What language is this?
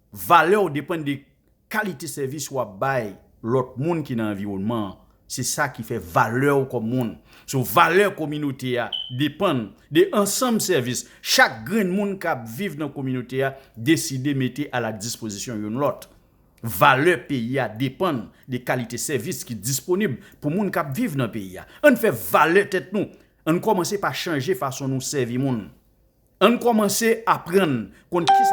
Haitian Creole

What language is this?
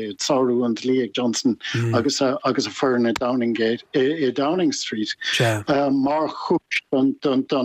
Irish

